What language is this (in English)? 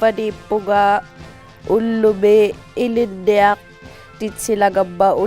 Inuktitut